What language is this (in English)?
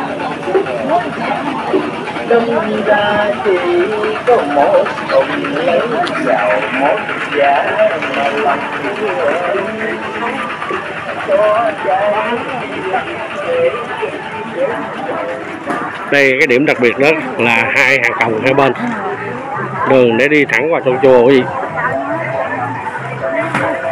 Vietnamese